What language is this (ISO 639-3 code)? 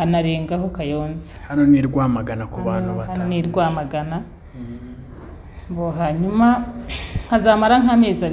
kin